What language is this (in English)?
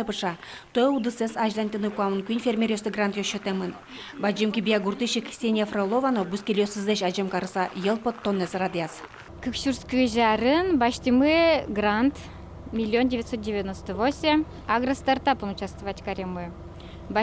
Udmurt